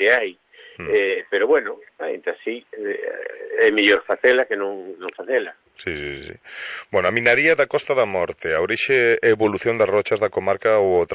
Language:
Galician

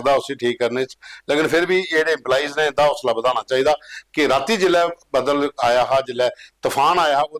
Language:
Dogri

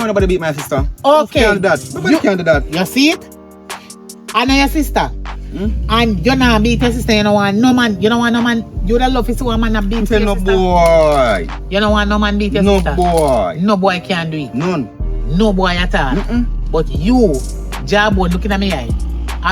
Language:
Jamaican Creole English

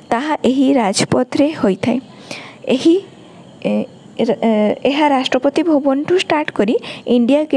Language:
Odia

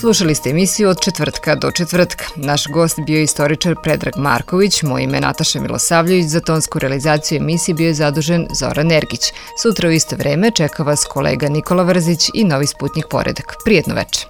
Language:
Serbian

